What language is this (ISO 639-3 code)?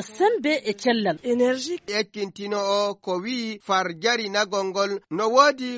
ful